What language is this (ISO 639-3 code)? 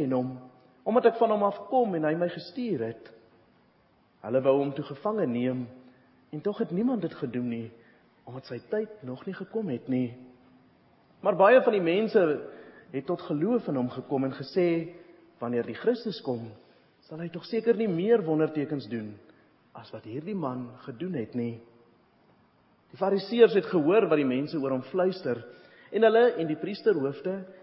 afr